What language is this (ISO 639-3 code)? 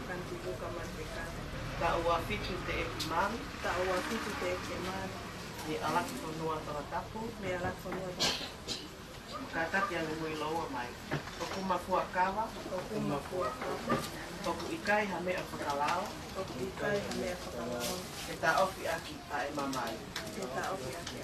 ton